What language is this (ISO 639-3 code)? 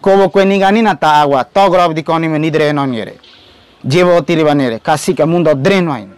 gym